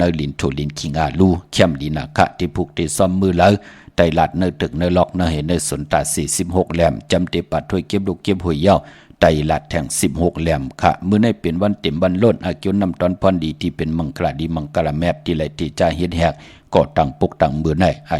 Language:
Shan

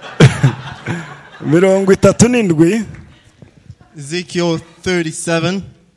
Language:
Rundi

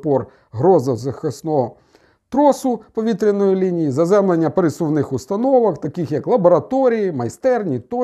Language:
Ukrainian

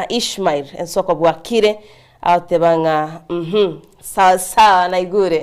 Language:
Gusii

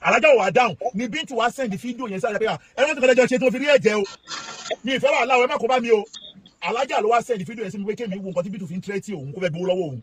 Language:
Yoruba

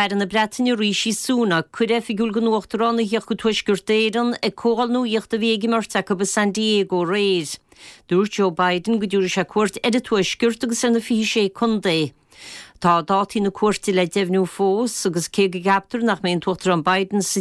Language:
Irish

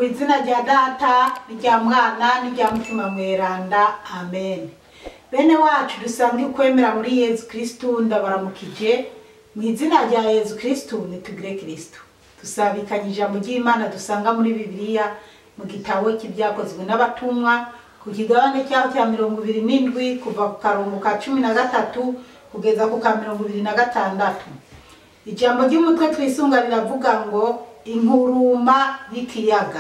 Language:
Rundi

